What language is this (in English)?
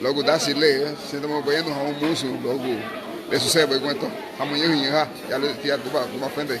Garifuna